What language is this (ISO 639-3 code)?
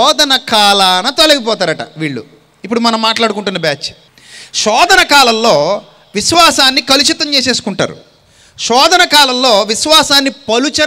tel